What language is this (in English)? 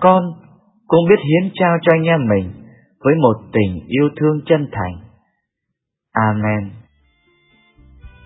Vietnamese